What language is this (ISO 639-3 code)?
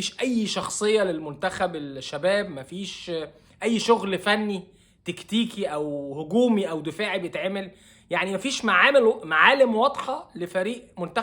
arz